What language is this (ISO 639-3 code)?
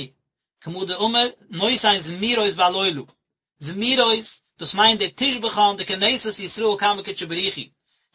yid